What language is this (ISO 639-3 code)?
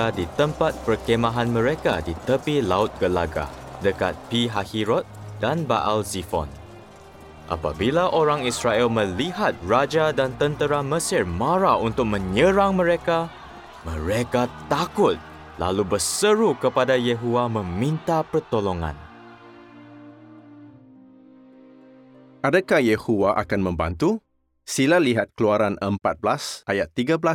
msa